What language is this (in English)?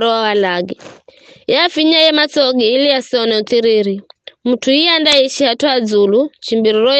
Giryama